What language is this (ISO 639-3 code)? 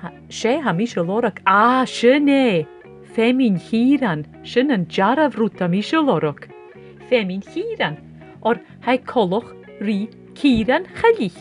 gla